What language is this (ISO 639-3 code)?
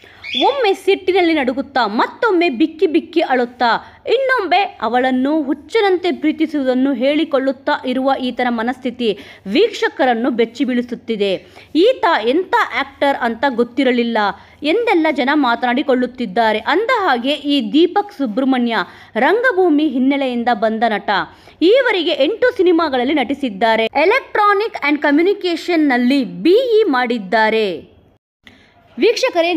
kan